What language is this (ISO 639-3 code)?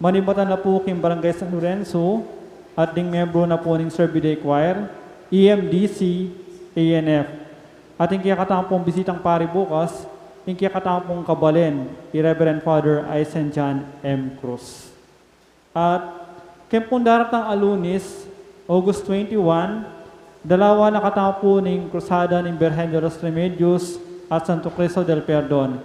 pam